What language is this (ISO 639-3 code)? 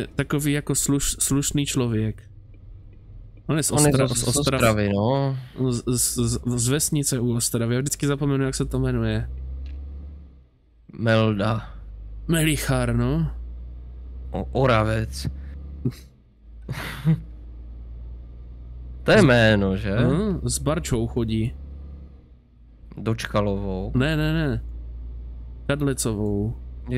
ces